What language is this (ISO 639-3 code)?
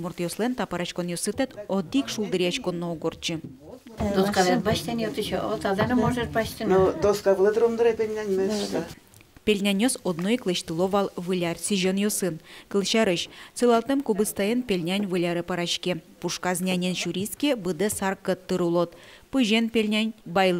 udm